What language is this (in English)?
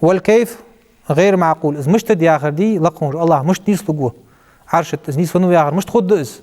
Ingush